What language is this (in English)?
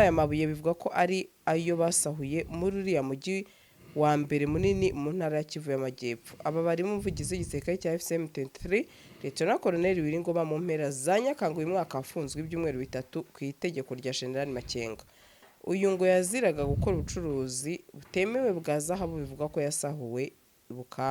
Kinyarwanda